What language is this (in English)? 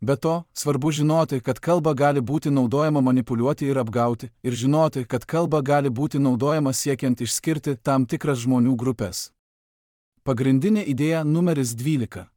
Lithuanian